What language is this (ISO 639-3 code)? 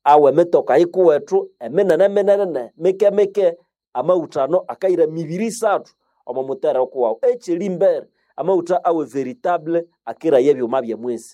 swa